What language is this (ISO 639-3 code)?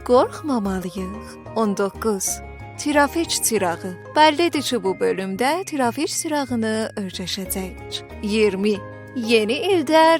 azb